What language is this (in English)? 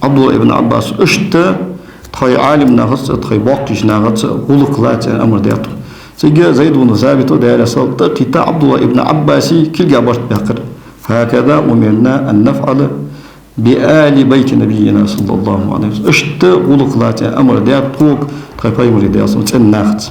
Ingush